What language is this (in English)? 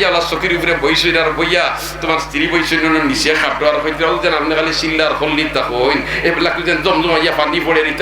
Sylheti